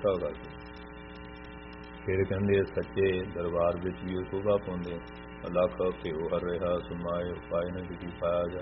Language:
Punjabi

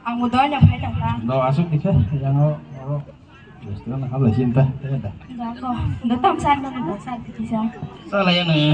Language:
Kok Borok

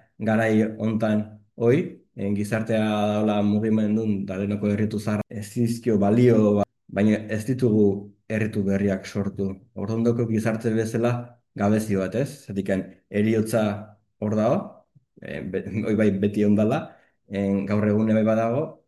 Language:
Basque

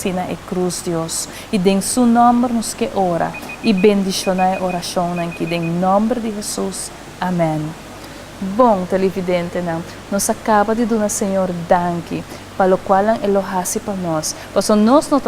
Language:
Papiamento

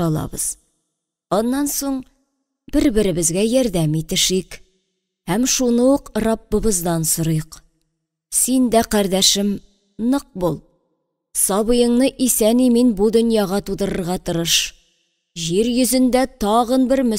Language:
Tatar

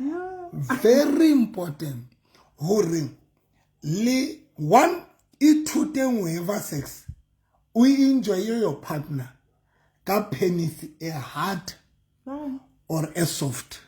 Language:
Southern Sotho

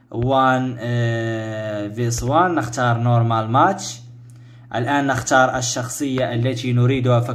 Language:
Arabic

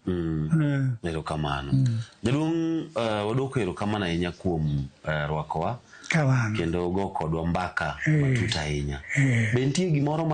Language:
Luo (Kenya and Tanzania)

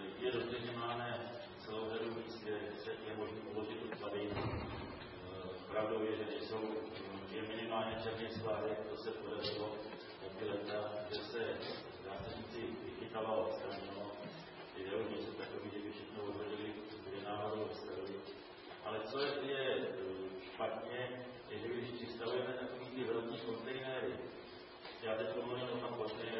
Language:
Czech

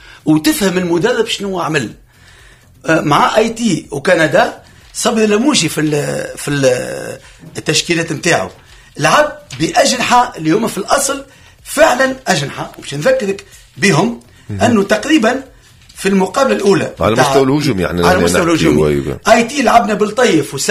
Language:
Tunisian Arabic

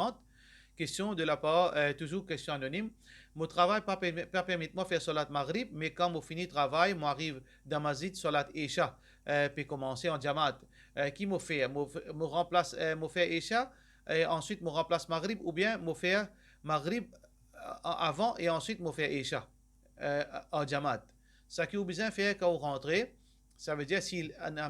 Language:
Morisyen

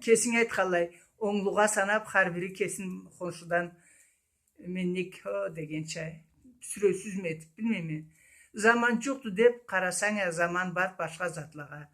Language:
Karachay-Balkar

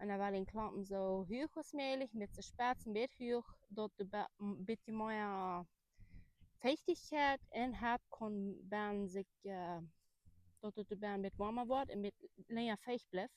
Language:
Plautdietsch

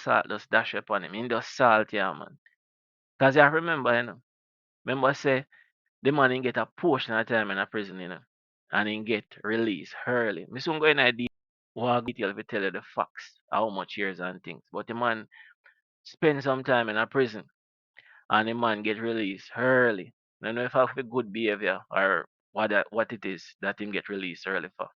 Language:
Jamaican Creole English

